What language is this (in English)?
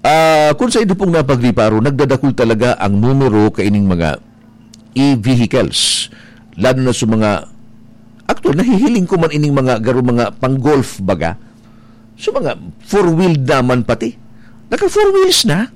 Bikol